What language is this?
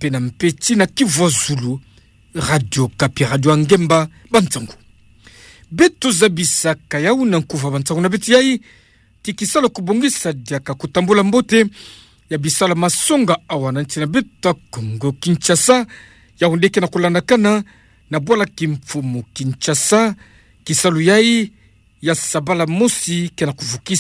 Kituba (Democratic Republic of Congo)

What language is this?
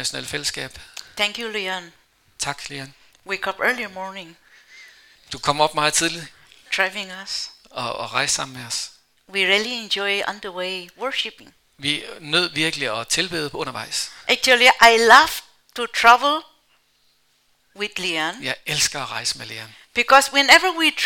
Danish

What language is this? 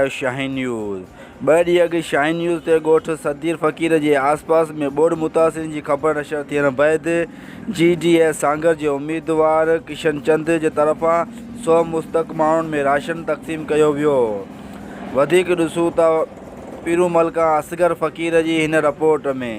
Sindhi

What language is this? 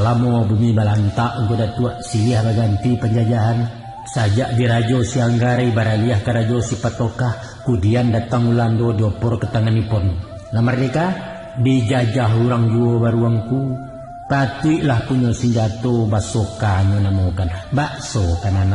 Minangkabau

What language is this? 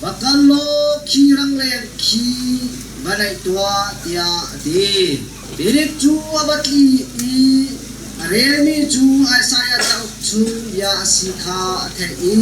Hakha Chin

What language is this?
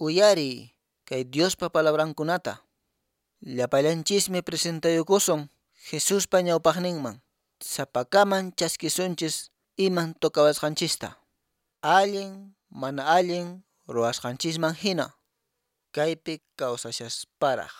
Quechua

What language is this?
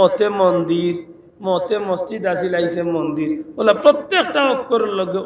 Sylheti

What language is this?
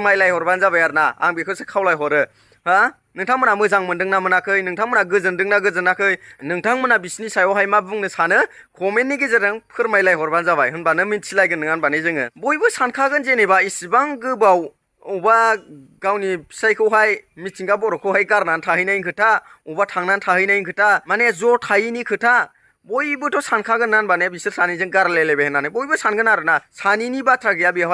Bodo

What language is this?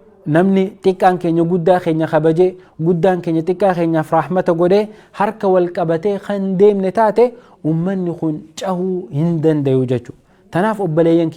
Oromo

